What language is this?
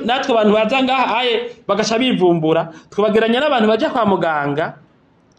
Rundi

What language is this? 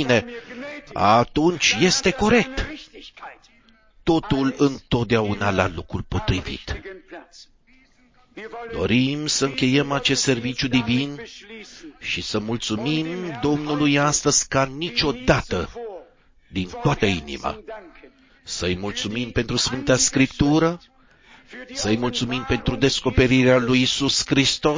Romanian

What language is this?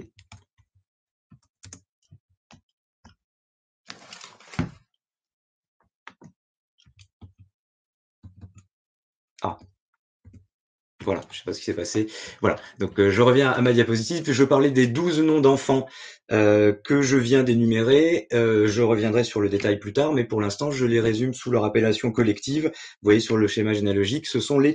French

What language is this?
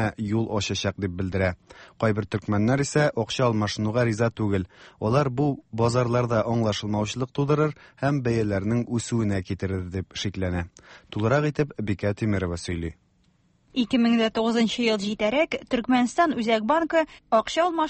Tatar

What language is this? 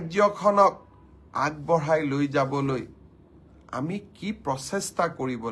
Assamese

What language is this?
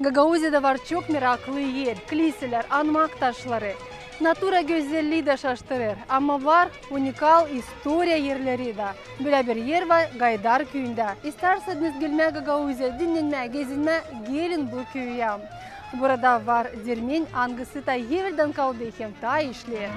Gagauz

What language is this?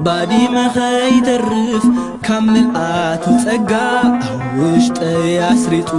Tigrinya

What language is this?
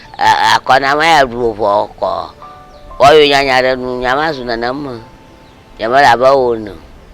Ewe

